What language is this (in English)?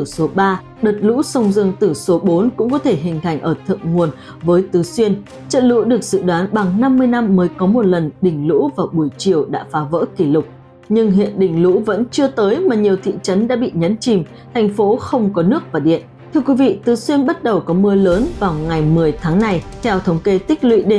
Vietnamese